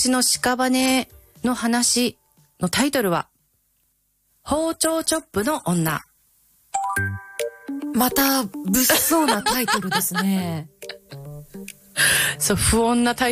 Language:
Japanese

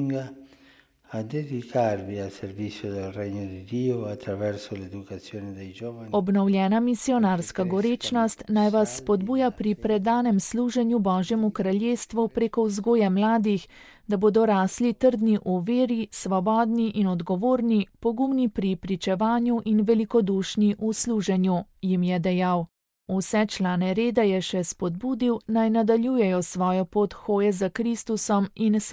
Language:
Slovenian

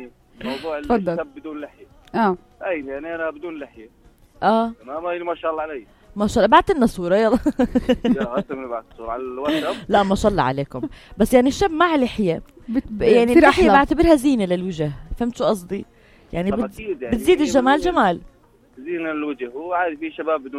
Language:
North Levantine Arabic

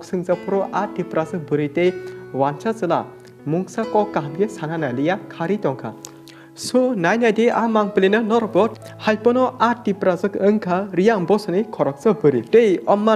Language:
Kok Borok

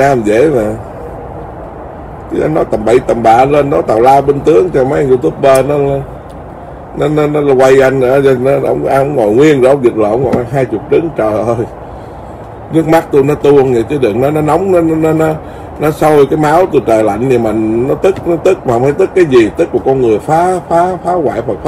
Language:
Vietnamese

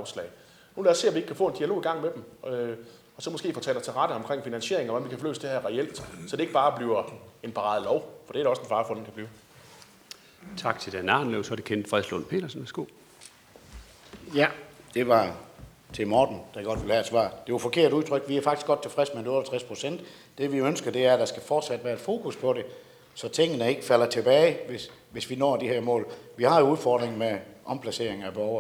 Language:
Danish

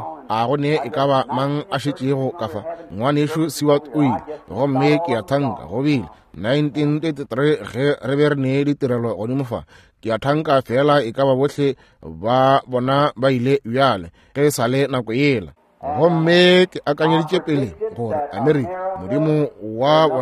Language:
Northern Sotho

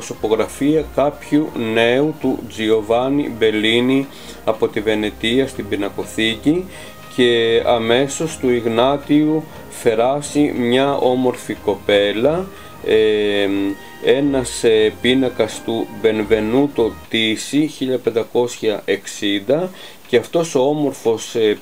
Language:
Greek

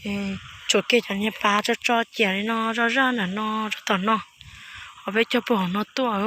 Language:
Hmong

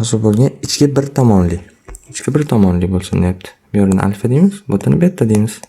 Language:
Uzbek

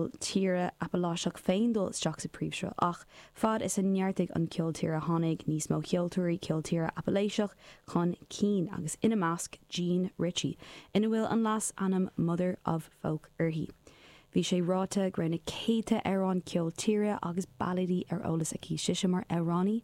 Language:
Irish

